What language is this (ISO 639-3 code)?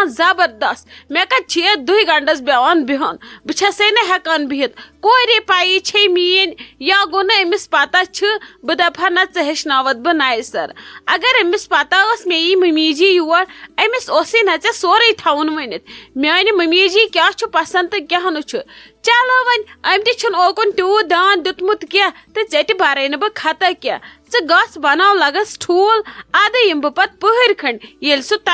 kas